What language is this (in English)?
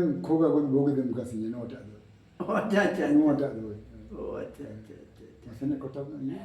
Santali